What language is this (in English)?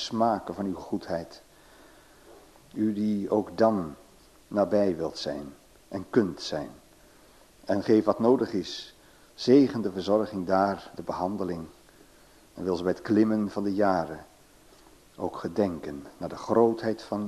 Dutch